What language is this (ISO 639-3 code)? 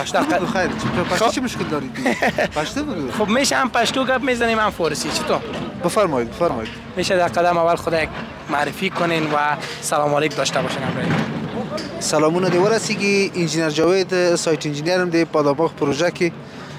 fas